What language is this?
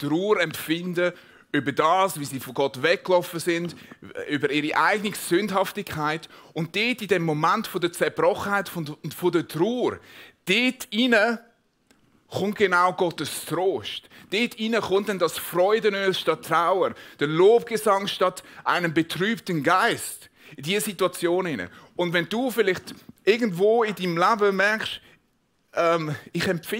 Swiss German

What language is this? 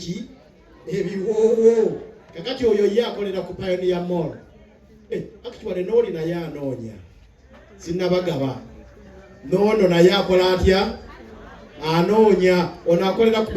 Ganda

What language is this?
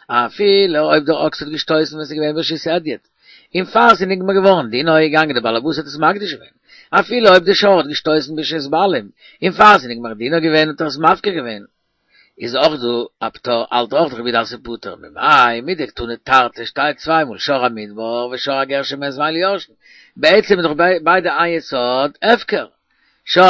Yiddish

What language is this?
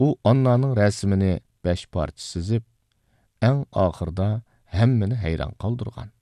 Uyghur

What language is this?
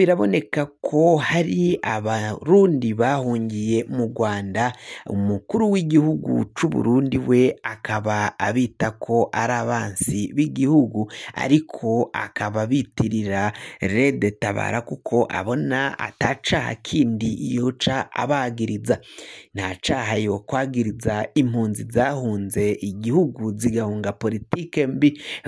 Rundi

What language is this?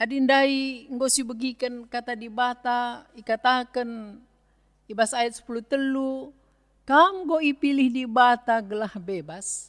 Batak Karo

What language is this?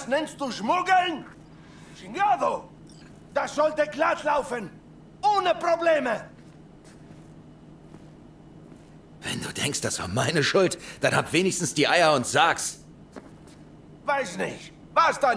German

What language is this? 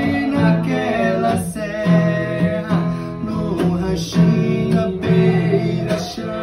Portuguese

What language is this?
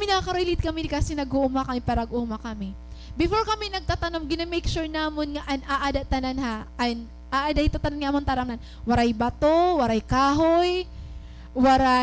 Waray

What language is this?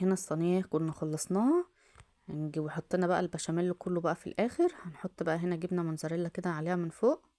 Egyptian Arabic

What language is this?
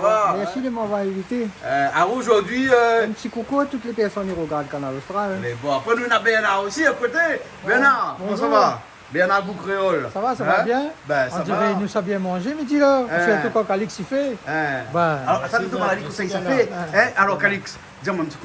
Réunion Creole French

